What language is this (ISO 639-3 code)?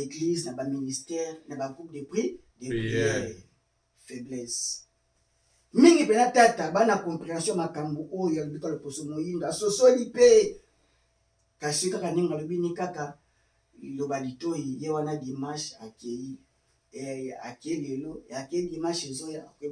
lin